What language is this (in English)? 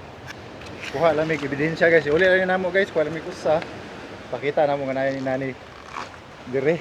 Cebuano